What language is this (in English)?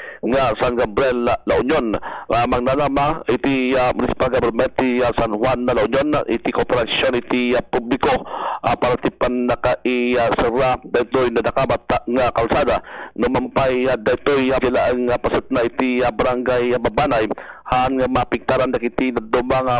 Iloko